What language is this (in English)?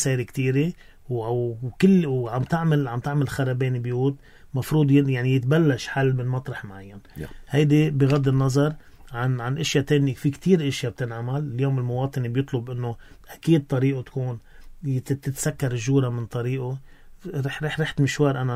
North Levantine Arabic